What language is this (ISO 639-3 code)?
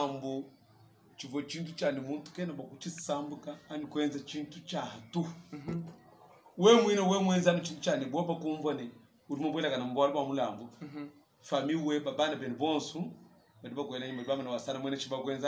lua